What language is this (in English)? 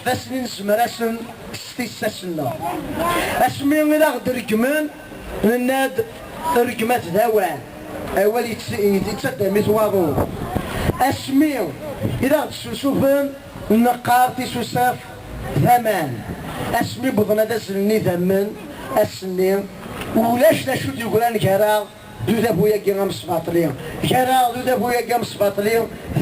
Kabyle